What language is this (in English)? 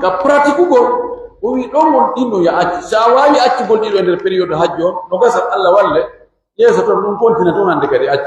Pular